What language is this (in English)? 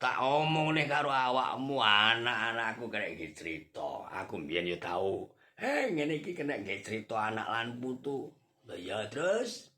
Javanese